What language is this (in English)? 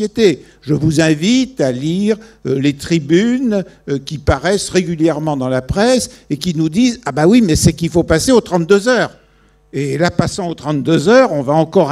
French